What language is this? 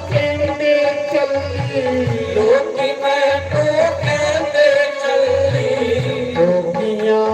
Dogri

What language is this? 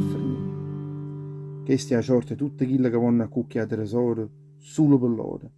Neapolitan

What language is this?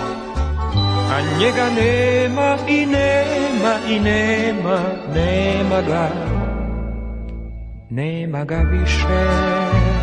Croatian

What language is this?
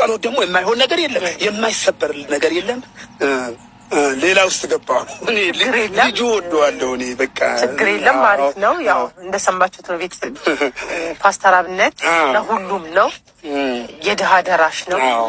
Amharic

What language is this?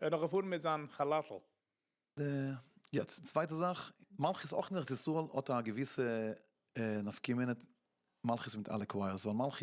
Yiddish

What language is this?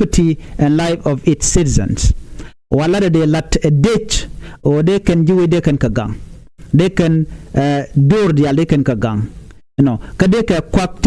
Nuer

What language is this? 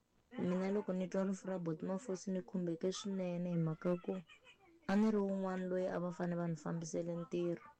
Tsonga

